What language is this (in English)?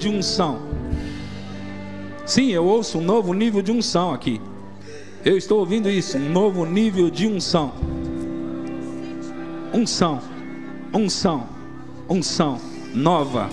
Portuguese